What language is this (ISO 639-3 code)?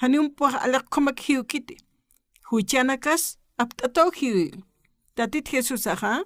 aym